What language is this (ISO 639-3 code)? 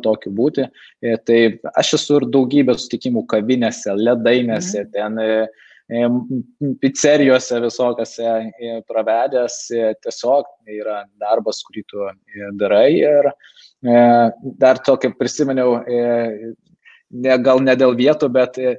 lit